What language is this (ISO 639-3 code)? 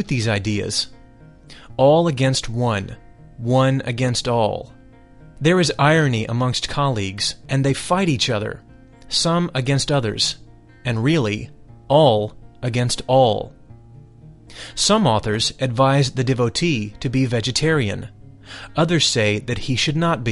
eng